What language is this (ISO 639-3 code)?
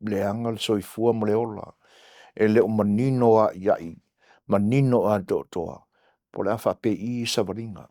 smo